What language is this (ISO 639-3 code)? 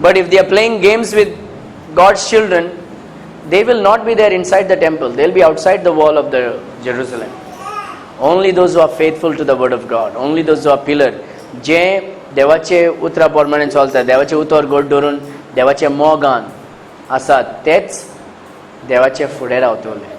kok